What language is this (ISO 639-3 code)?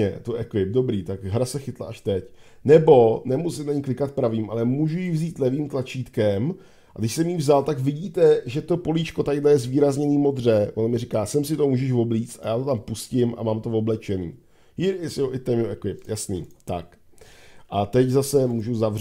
ces